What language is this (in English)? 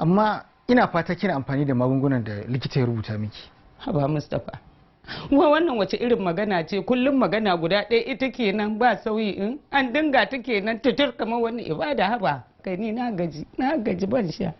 Hausa